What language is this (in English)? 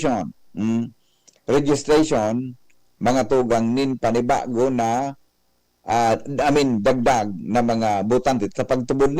Bikol